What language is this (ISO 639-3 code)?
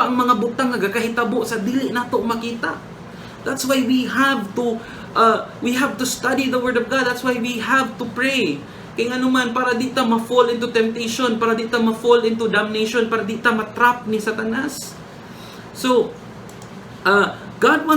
ceb